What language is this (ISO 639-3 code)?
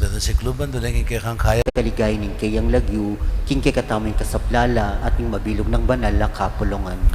pam